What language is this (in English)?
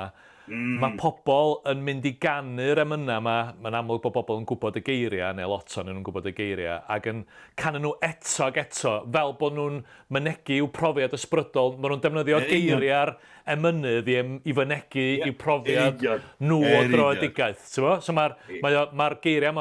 Welsh